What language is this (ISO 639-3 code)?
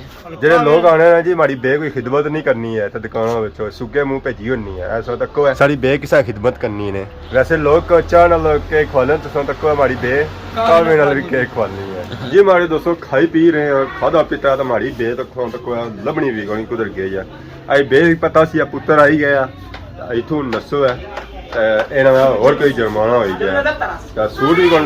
phr